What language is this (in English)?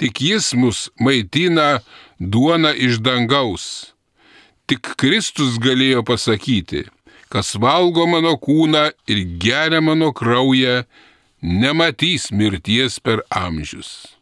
Lithuanian